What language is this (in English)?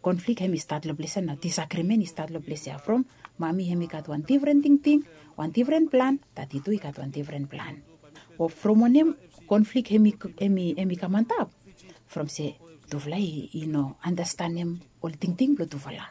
Bislama